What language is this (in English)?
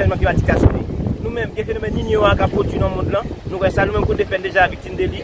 Haitian Creole